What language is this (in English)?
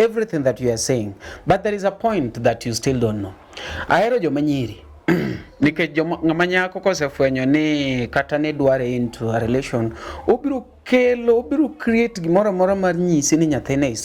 Luo (Kenya and Tanzania)